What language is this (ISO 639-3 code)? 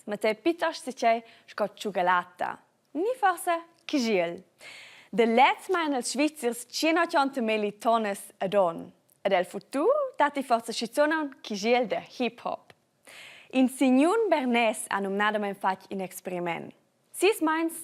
roh